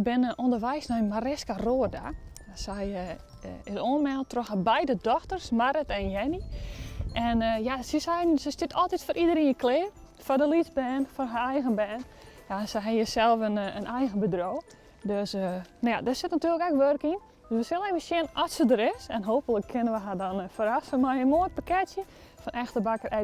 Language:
Western Frisian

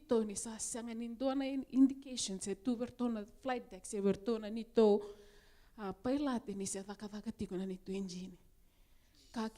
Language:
Fijian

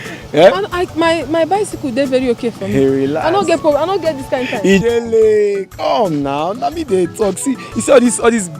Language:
Nigerian Pidgin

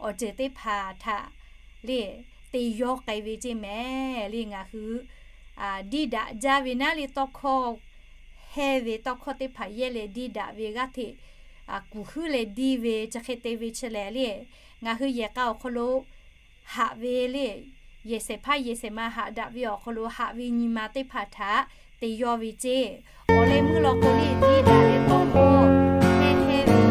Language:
Lahu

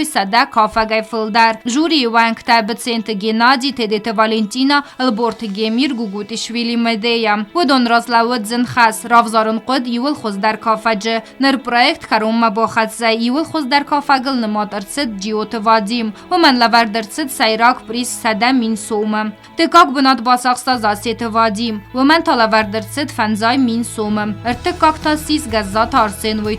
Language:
Ossetic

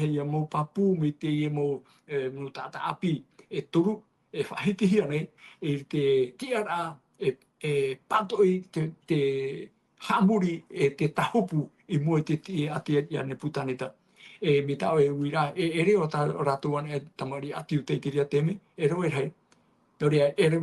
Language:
Tahitian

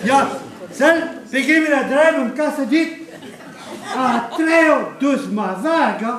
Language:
Breton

